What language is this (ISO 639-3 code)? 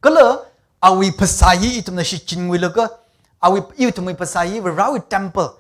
nmf